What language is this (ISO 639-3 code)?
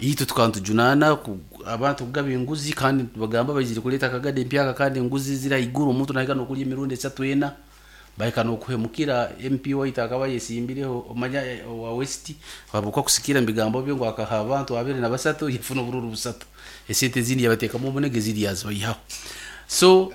nyn